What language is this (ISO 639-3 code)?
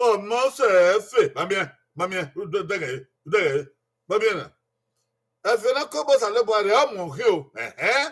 bin